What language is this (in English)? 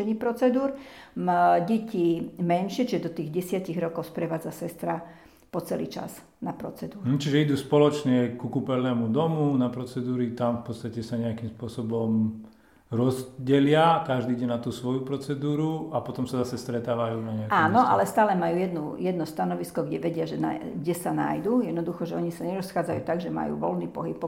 Slovak